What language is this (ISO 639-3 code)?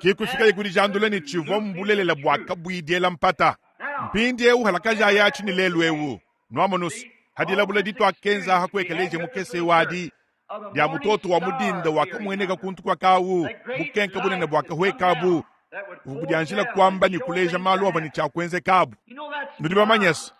lua